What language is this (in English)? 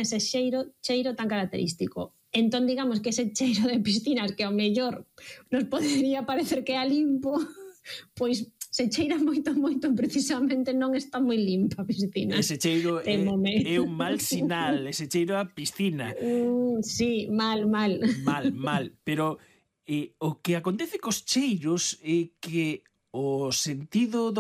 Galician